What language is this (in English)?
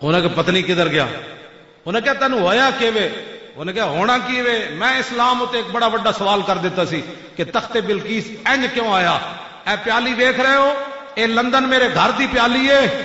Western Panjabi